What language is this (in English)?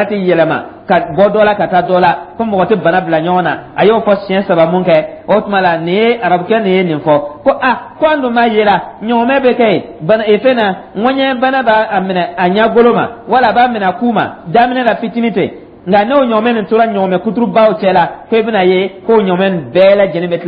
Dyula